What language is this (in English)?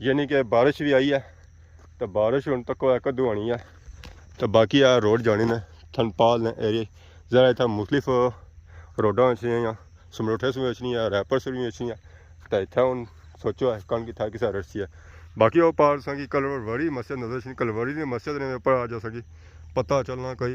Pahari-Potwari